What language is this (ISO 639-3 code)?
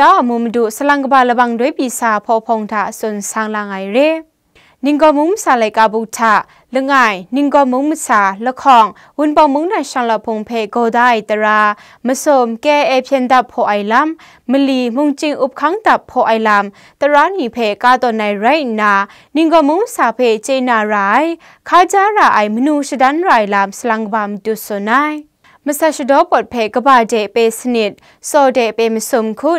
kac